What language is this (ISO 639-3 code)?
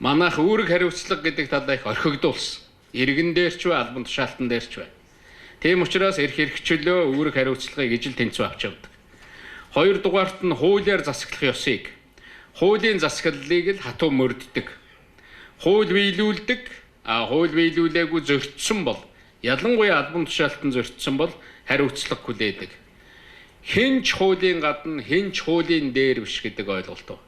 mon